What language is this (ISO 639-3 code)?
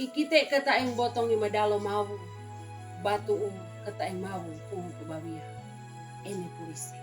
sxn